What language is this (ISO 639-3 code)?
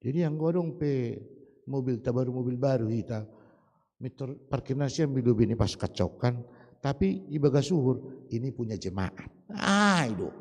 bts